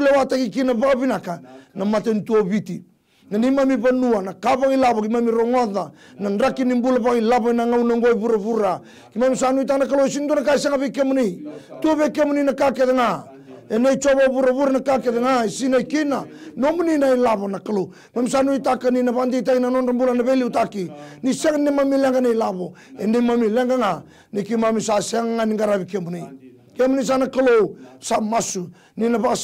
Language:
Fijian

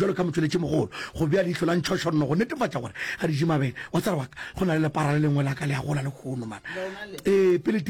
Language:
Northern Sotho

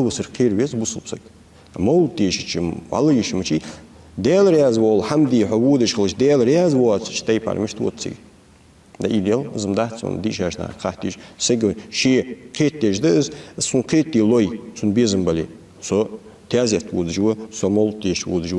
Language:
Ingush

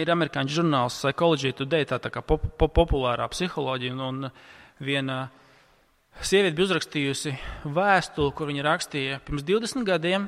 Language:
Latvian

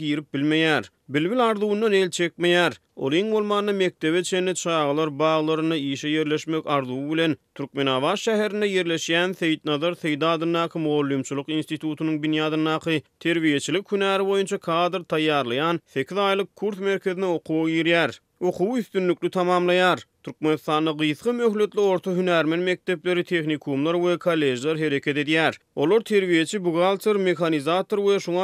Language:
Turkmen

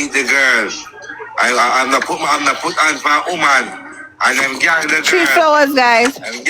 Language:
Jamaican Creole English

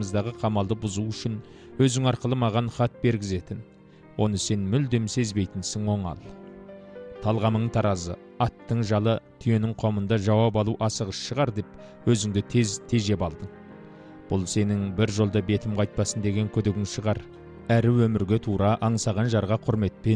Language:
Kazakh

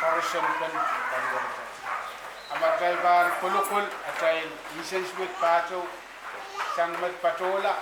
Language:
Pohnpeian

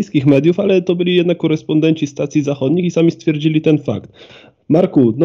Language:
Polish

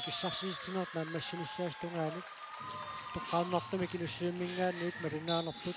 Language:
Kalaallisut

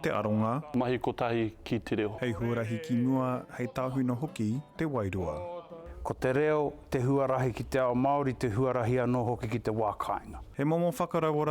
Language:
Māori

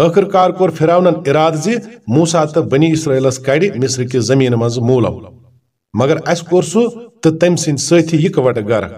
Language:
Kashmiri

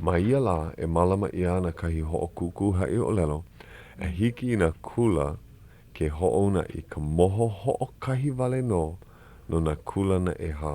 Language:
Hawaiian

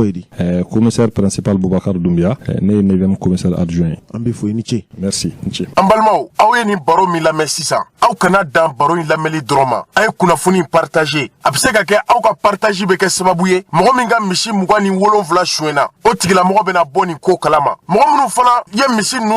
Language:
Bambara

